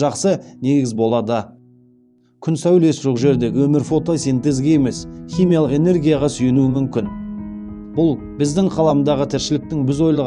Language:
Kazakh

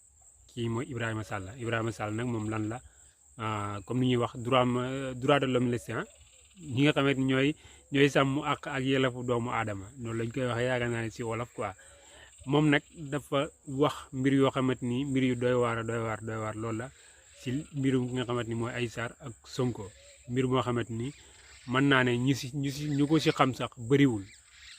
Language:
Wolof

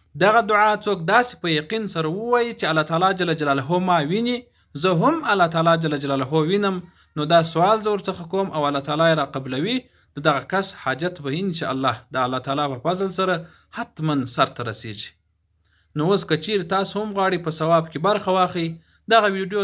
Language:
Pashto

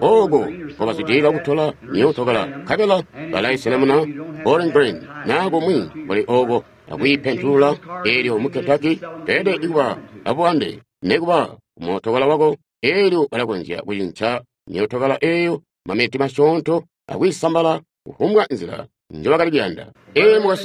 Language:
Tonga (Zambia)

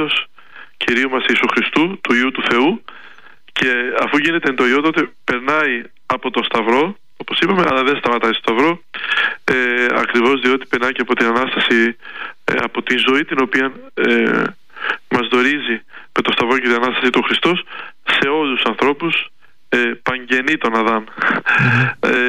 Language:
Greek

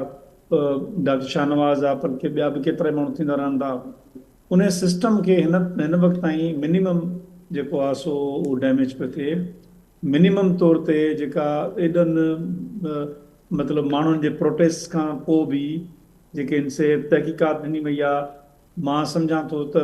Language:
Sindhi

